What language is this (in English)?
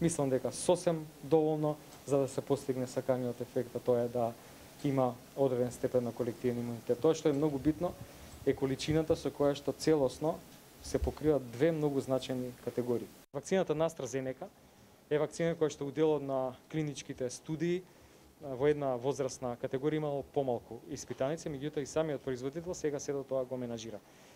Macedonian